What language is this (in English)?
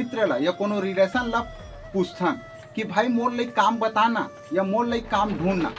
Chhattisgarhi